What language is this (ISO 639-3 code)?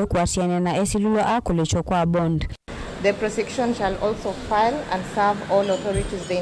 kam